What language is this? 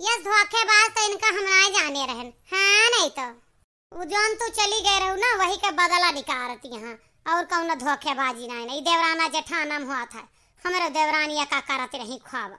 Awadhi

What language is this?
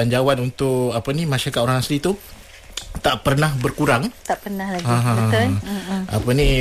Malay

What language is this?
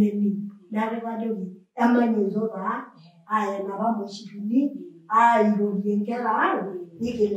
Masai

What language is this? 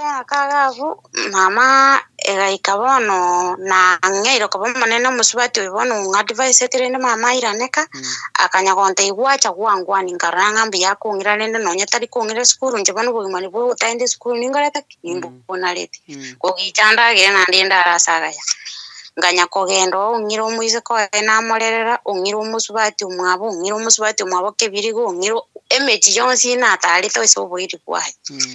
Gusii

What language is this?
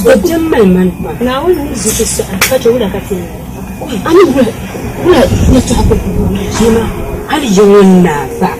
Dagbani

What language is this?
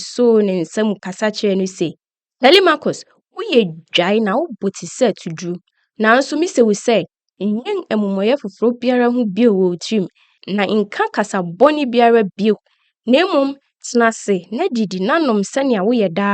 Akan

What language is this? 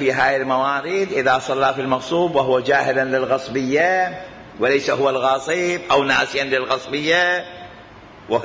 Mesopotamian Arabic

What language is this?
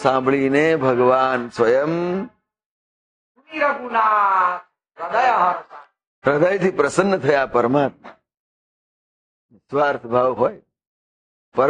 Gujarati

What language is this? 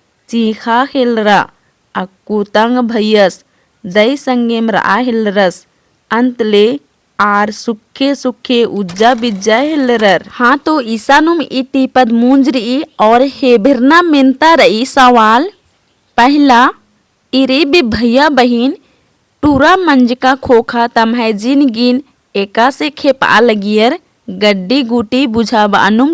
Kurukh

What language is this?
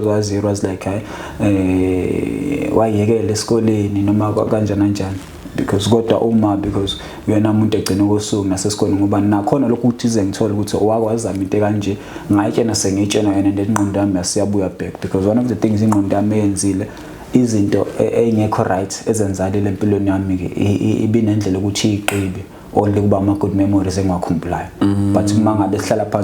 Zulu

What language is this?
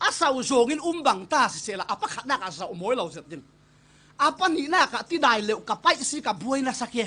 Falam Chin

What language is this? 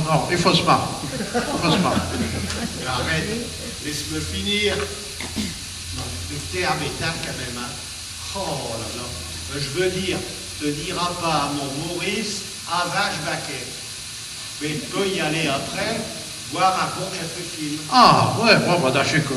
Picard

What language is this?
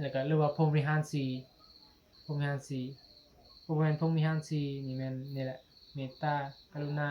Northeastern Thai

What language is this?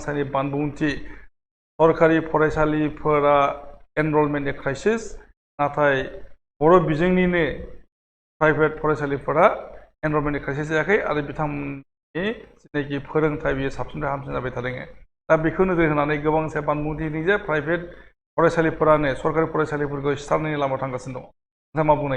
Bodo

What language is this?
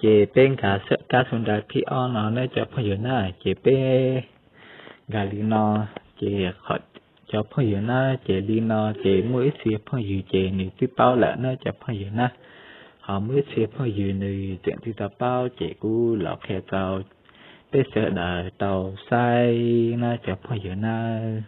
Hmong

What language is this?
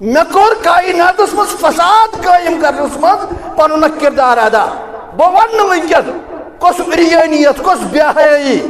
Kashmiri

